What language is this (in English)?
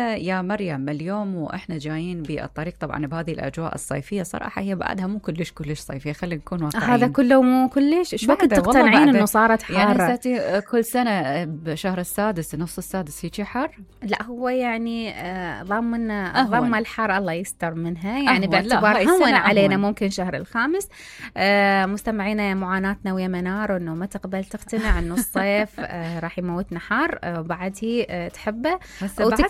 Mesopotamian Arabic